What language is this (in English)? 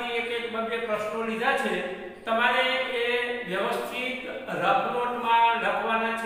Gujarati